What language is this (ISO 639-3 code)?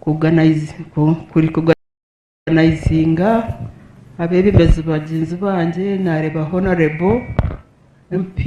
nyn